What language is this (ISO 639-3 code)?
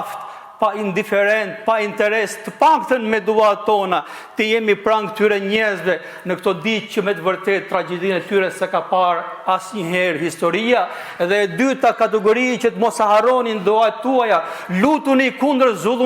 sqi